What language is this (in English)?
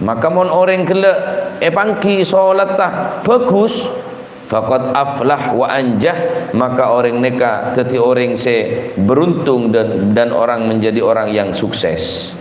Madurese